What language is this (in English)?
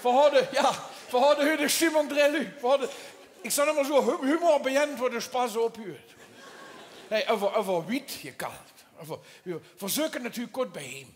Limburgish